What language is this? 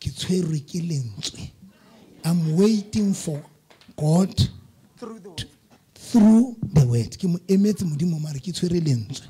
Southern Sotho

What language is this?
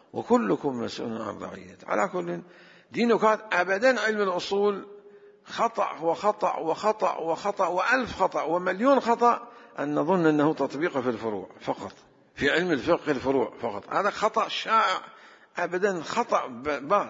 Arabic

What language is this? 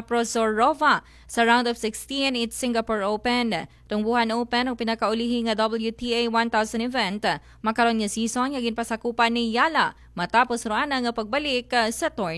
Aklanon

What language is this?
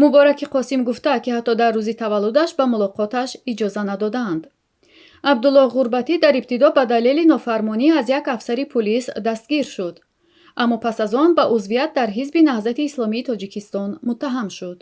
Tajik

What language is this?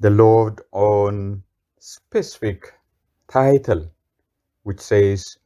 Sidamo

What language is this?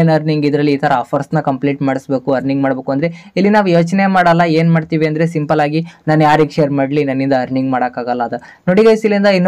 Kannada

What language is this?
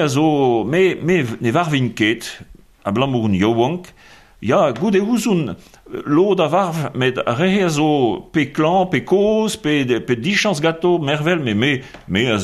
Breton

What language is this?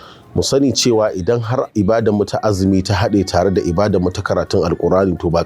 Hausa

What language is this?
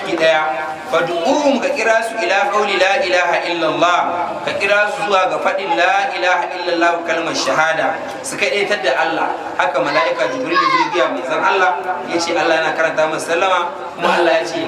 Hausa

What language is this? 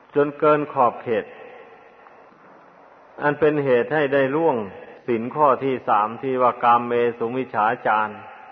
Thai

